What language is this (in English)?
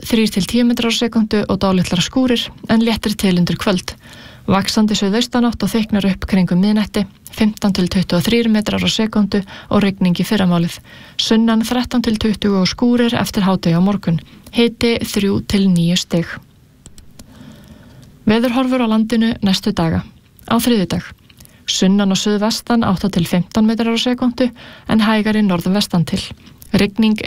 Icelandic